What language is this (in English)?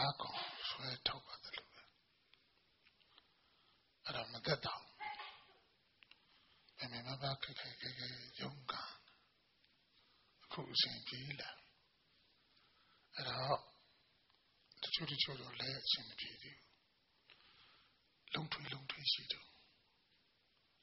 Burmese